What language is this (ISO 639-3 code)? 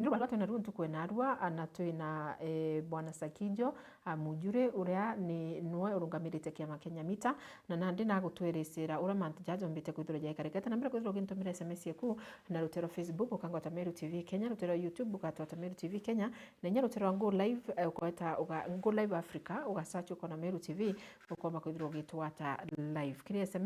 mer